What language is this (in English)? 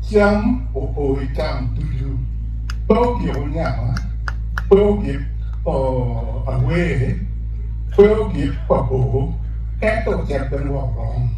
Acoli